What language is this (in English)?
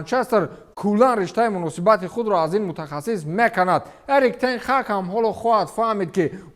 Tajik